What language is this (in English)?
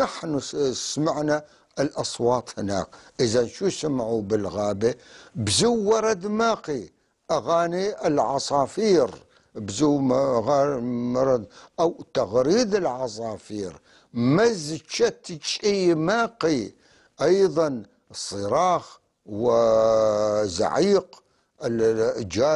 North Levantine Arabic